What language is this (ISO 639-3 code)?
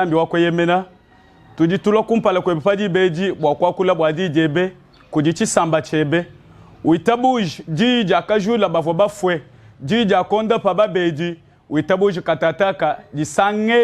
lua